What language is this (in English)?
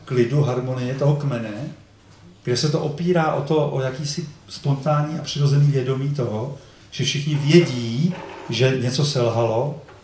Czech